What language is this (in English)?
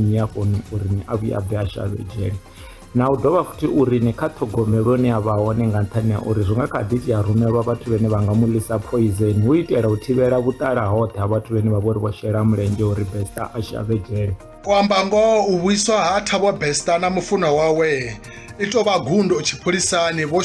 Venda